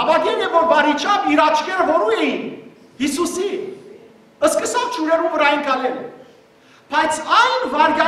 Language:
Western Armenian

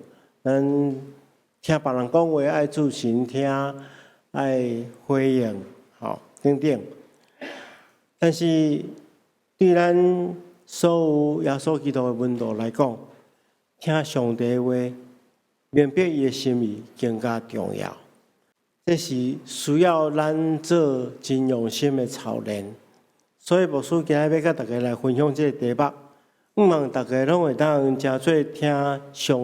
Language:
Min Nan Chinese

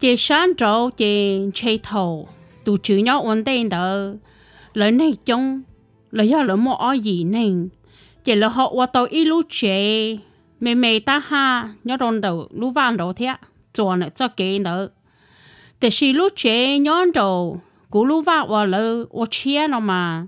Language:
Hmong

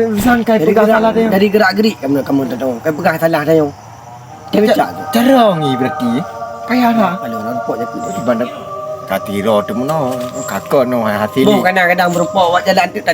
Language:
Achinese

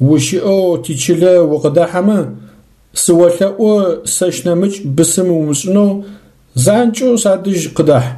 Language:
Adyghe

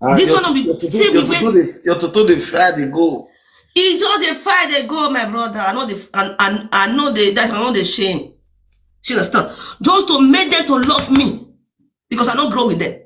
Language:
Nigerian Pidgin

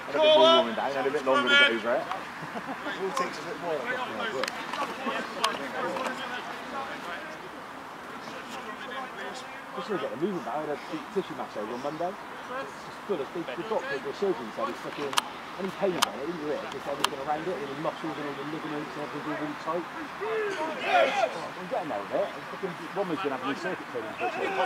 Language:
English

